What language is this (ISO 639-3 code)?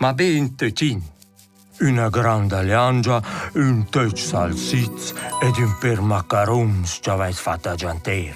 roh